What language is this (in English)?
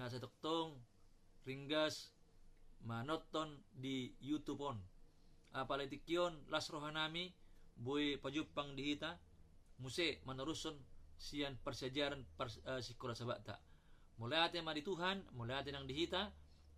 Batak Toba